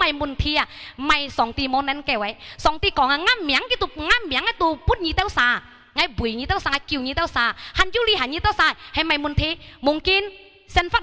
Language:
Hakka Chinese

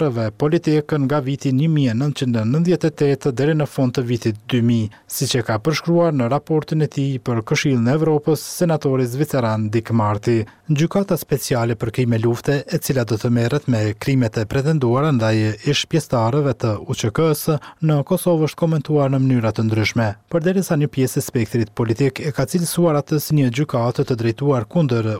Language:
Albanian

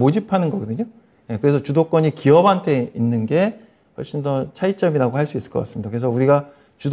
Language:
Korean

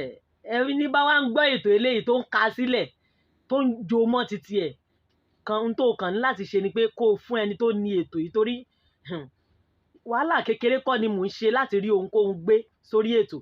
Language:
Yoruba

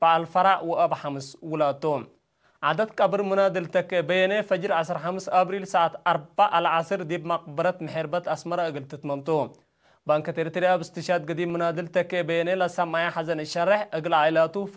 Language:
Tigre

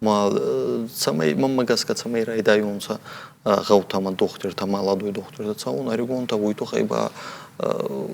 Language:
Ossetic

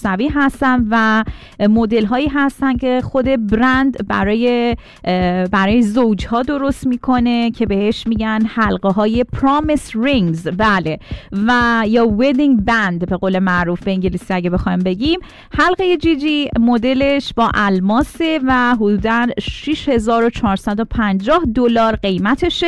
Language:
Persian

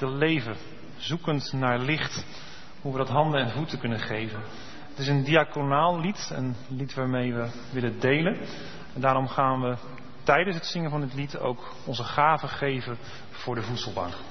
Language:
Dutch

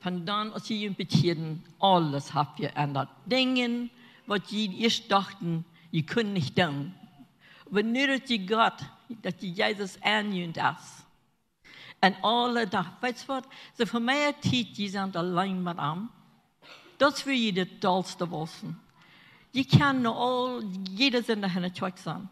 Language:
Plautdietsch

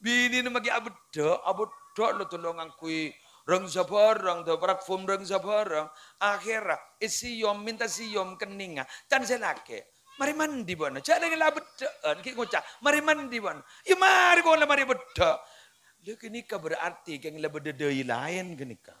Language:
Madurese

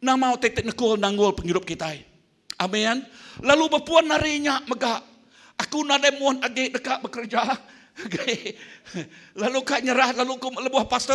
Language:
Iban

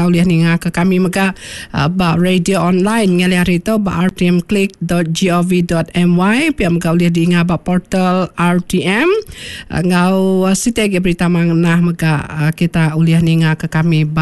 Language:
Iban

